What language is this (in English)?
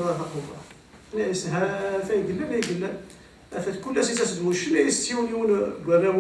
Kabyle